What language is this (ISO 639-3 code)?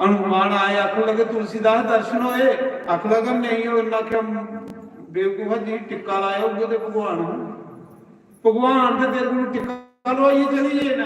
doi